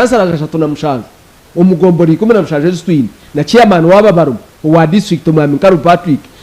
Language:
Nyankole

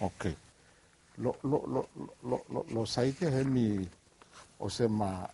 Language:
Bislama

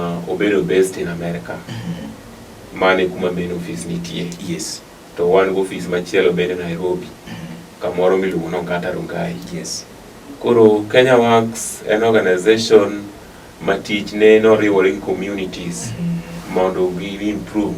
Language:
Luo (Kenya and Tanzania)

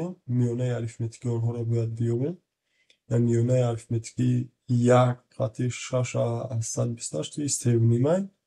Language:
Tajik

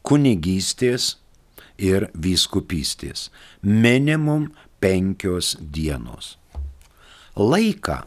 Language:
Lithuanian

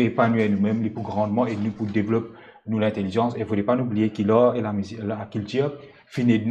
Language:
Morisyen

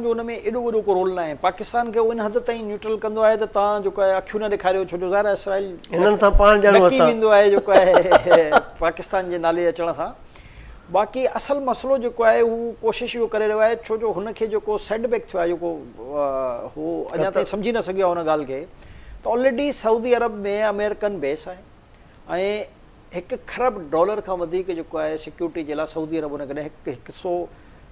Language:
Sindhi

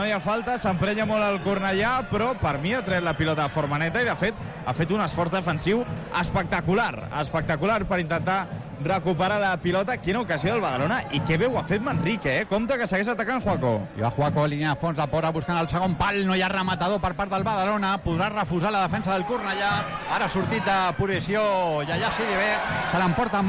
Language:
Catalan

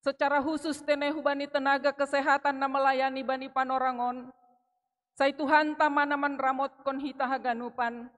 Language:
Batak Simalungun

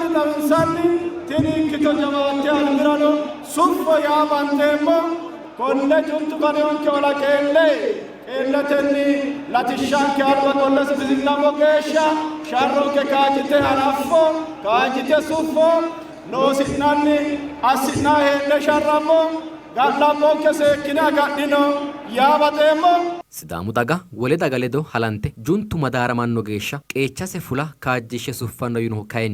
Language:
Sidamo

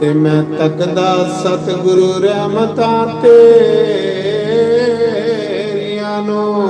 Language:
Dogri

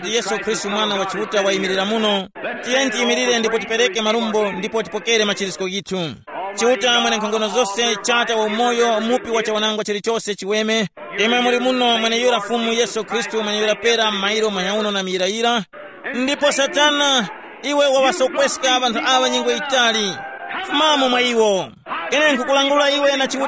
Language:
Tumbuka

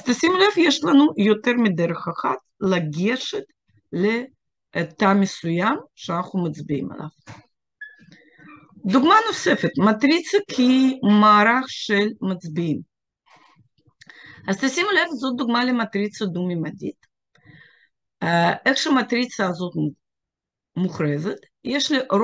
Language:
Hebrew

